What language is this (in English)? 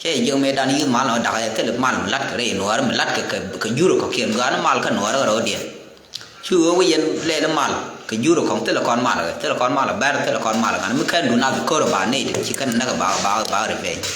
Nuer